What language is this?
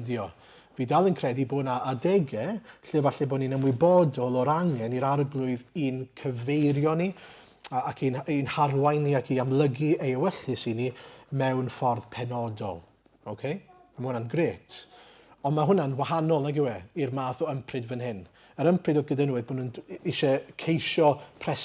Welsh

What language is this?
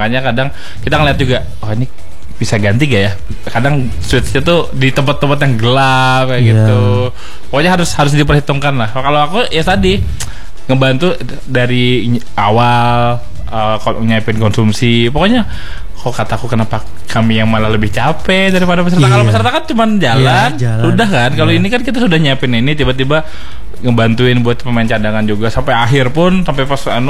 Indonesian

